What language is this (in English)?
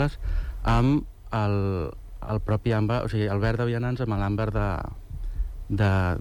Catalan